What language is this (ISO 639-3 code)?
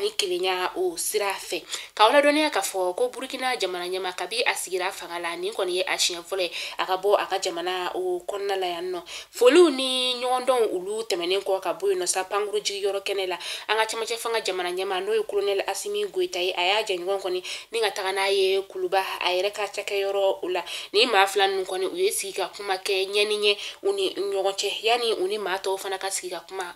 bam